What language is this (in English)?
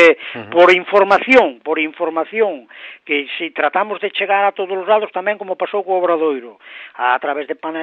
Galician